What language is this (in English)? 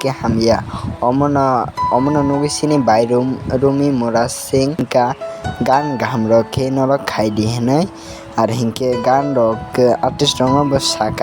Kok Borok